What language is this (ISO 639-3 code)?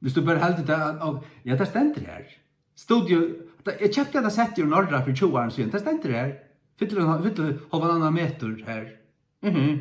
fao